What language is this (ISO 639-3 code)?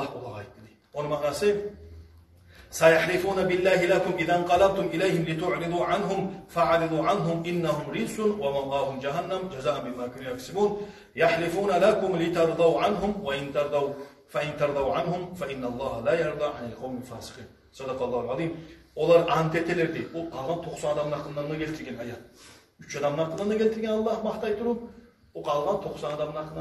kum